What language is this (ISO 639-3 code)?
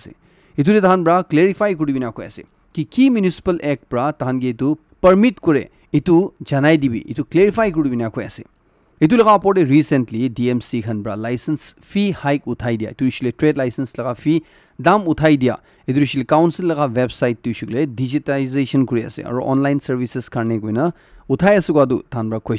nag